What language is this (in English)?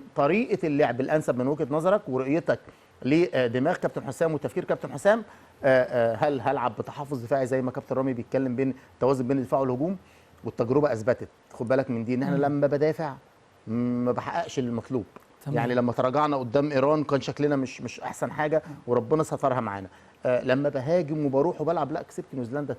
Egyptian Arabic